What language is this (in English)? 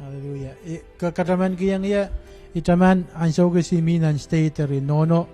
Pohnpeian